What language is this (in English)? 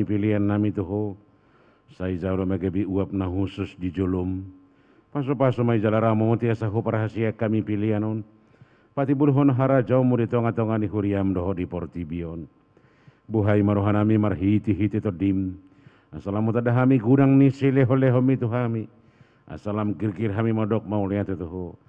Batak Toba